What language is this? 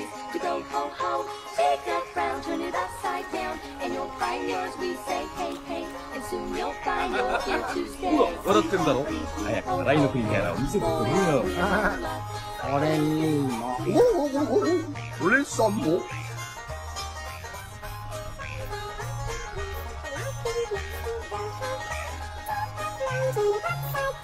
Japanese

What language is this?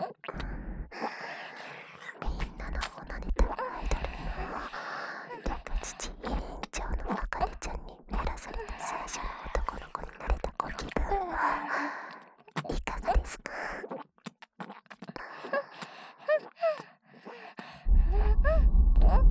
Japanese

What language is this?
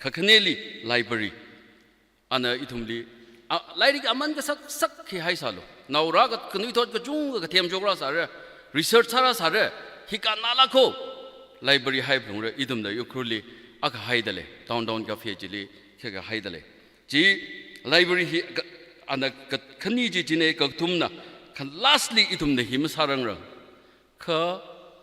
Tangkhul Naga (India)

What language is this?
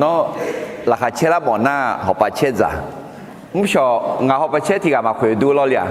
Akha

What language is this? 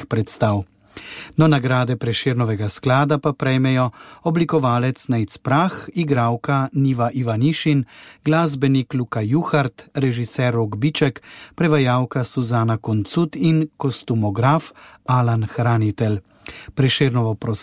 Slovenian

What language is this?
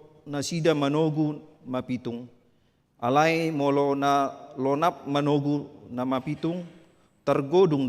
Batak Toba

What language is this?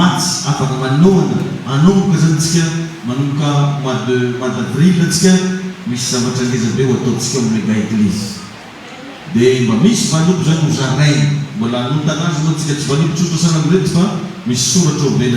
Malagasy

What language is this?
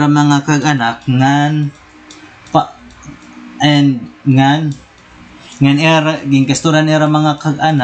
Waray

